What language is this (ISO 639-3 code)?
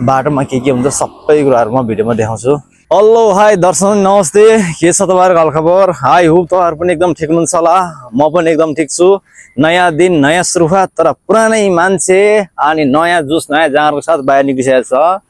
nep